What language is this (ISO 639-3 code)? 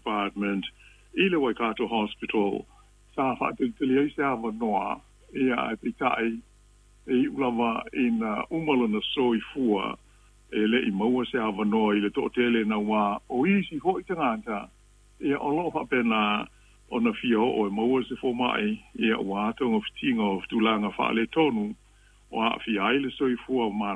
smo